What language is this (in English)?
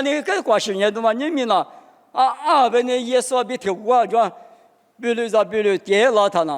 Lisu